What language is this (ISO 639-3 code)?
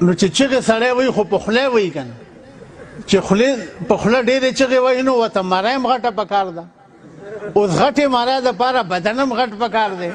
pus